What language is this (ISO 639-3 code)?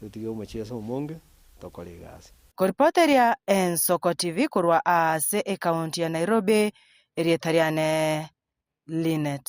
guz